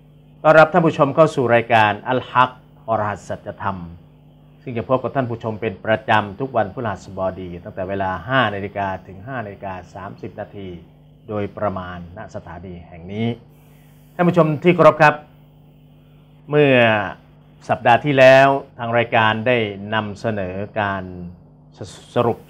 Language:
Thai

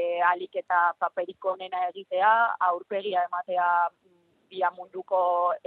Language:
Basque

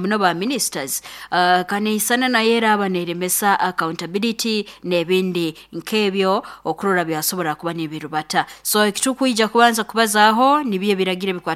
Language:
Nyoro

